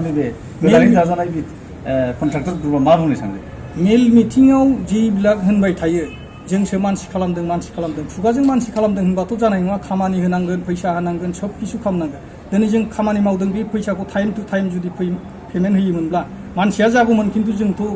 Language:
Bodo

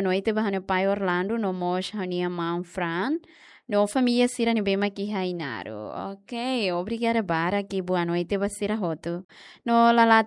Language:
Tetum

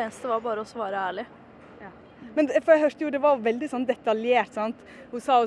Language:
Norwegian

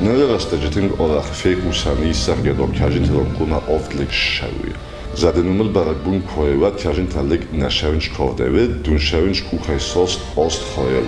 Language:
Ossetic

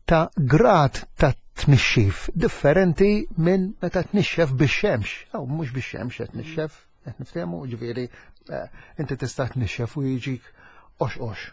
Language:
Maltese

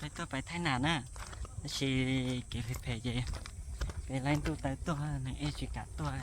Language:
Hmong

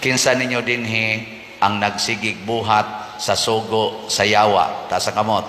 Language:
Cebuano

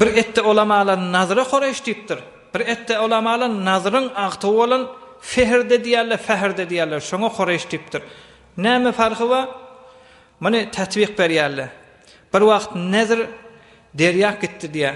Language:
Turkmen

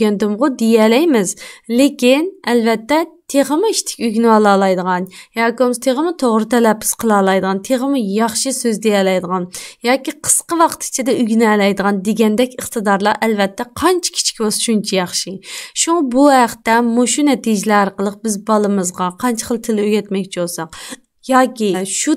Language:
Uyghur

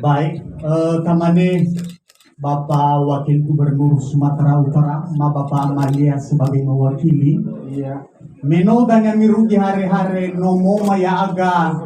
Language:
Nias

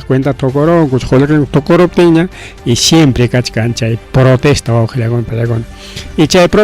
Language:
Ayacucho Quechua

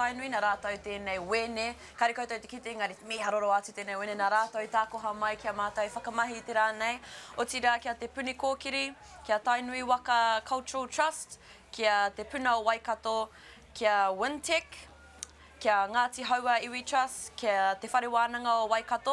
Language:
Māori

